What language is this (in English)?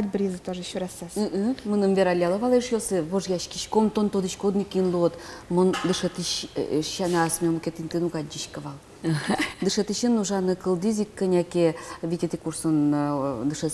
Udmurt